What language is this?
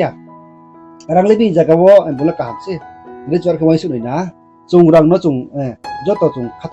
Riang (India)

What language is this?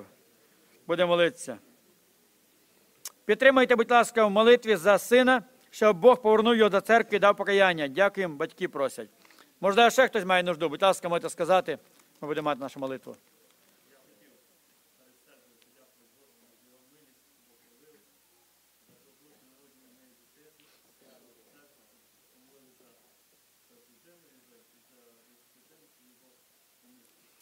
Ukrainian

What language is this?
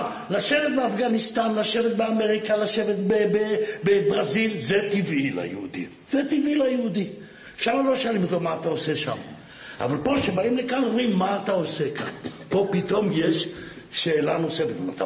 Hebrew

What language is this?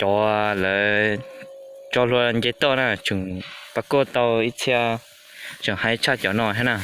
Hmong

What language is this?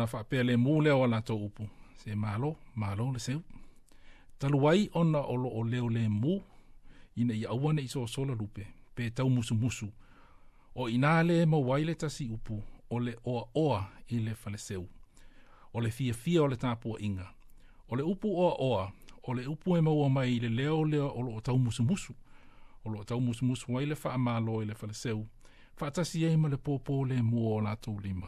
Samoan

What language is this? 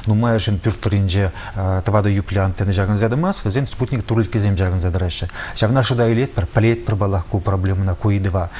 Chuvash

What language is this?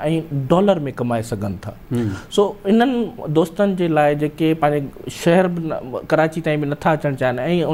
Sindhi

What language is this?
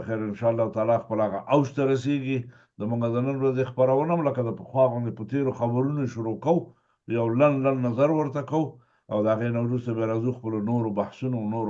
Pashto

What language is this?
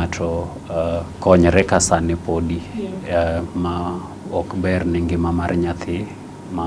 Luo (Kenya and Tanzania)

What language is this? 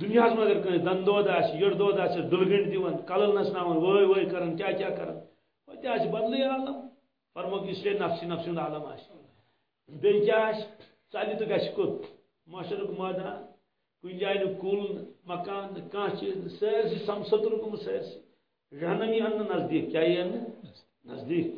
Kashmiri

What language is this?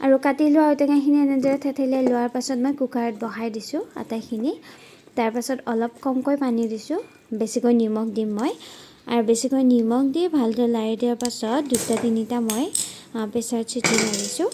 Assamese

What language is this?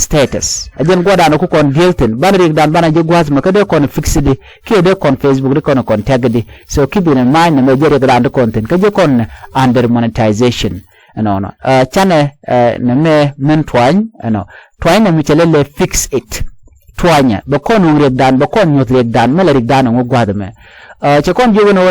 Nuer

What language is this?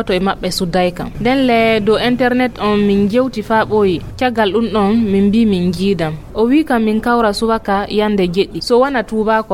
Fula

